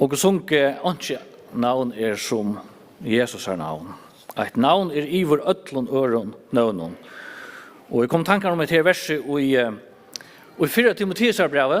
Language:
Faroese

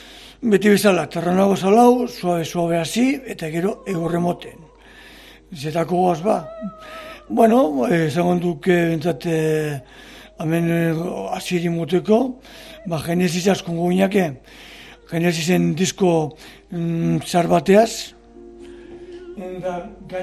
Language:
Basque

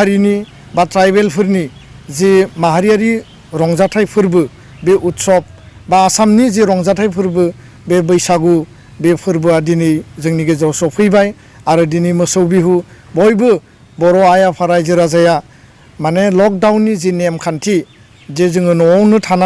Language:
Bodo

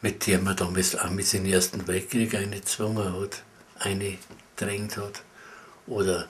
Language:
Bavarian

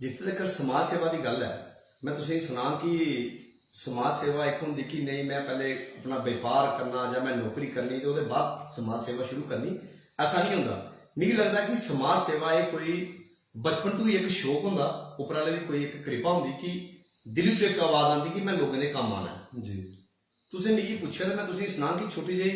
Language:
Dogri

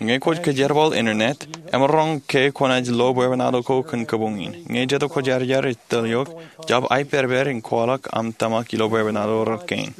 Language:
Marshallese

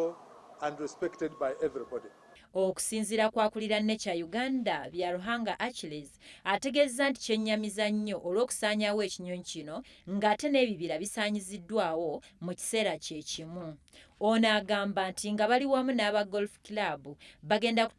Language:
Ganda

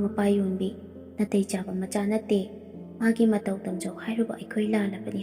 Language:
Manipuri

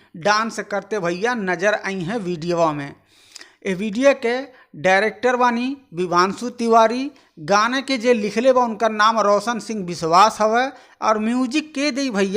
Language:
Bhojpuri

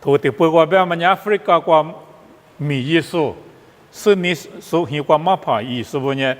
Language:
Lisu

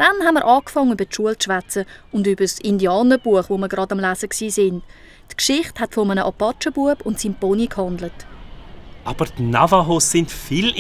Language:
Swiss German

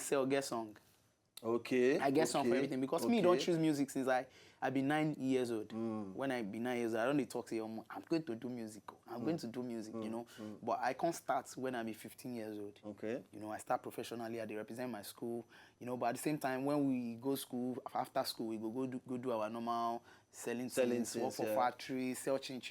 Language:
Nigerian Pidgin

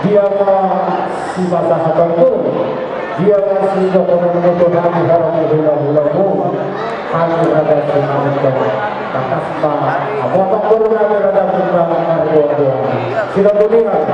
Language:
Batak Toba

